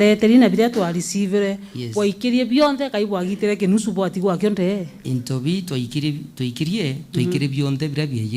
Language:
Meru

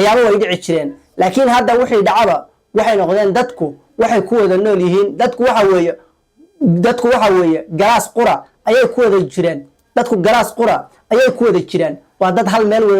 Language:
Somali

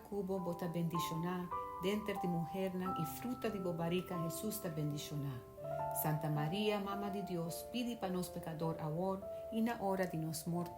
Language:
Papiamento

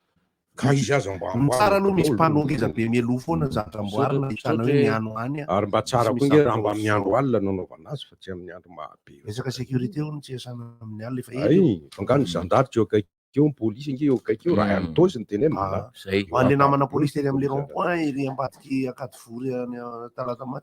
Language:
Malagasy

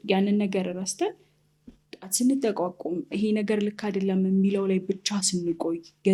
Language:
Amharic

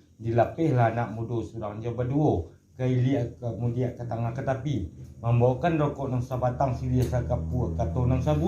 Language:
Minangkabau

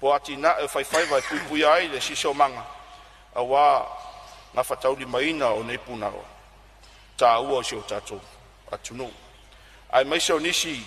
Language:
Samoan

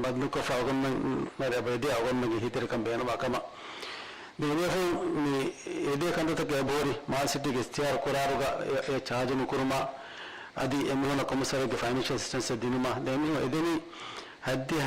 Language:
Divehi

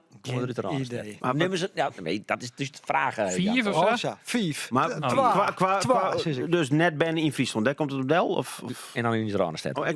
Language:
Western Frisian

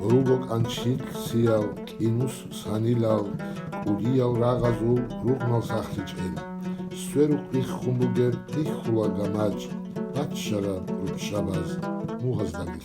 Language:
Avaric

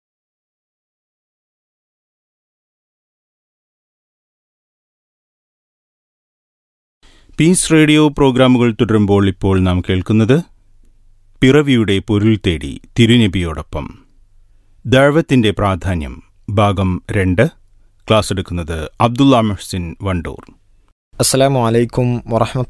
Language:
Malayalam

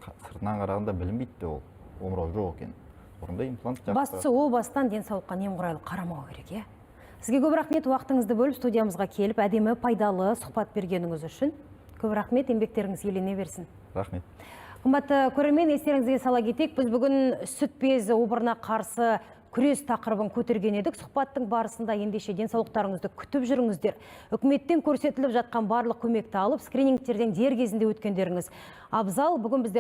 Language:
Kazakh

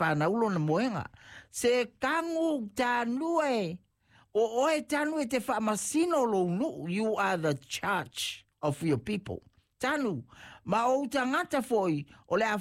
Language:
Samoan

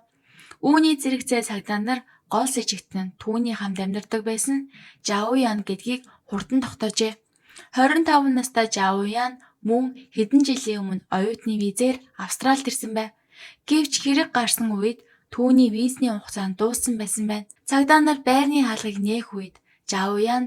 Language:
Mongolian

